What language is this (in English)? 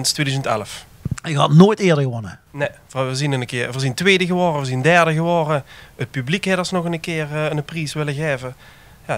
Limburgish